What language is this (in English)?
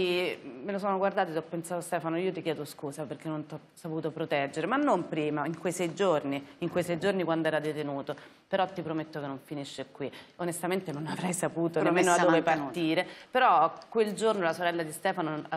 Italian